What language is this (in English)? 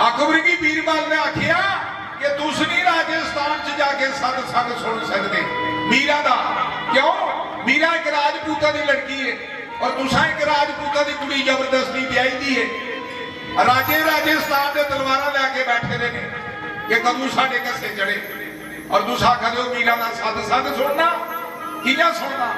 Dogri